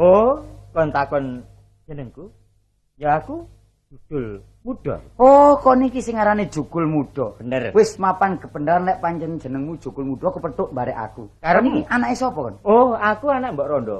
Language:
Javanese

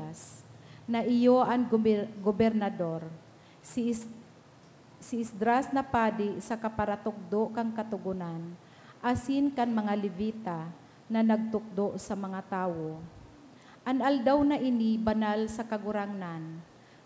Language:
Bikol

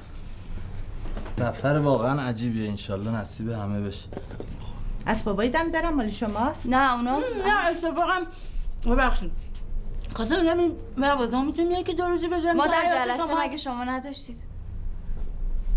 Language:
Persian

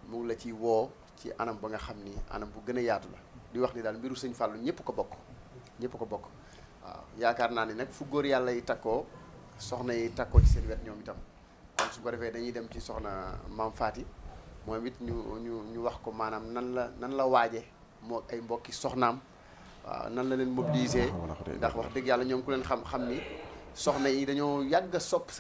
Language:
Wolof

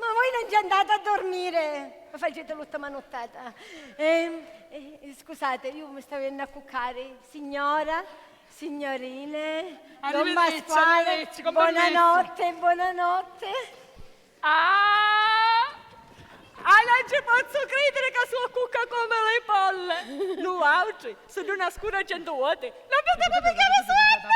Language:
Sicilian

